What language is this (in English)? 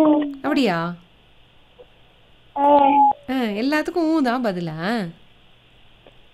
Tamil